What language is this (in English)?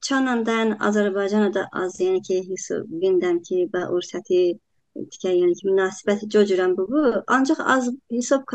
Talysh